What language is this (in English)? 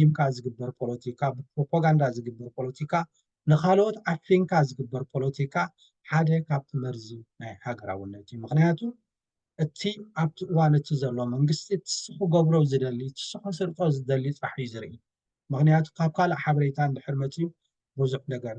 Tigrinya